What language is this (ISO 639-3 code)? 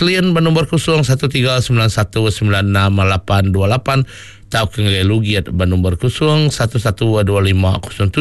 iba